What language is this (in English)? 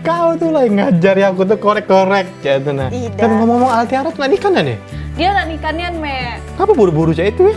Musi